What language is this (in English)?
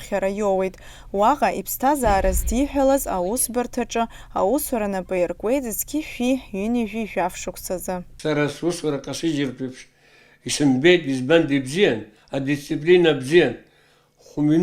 Abkhazian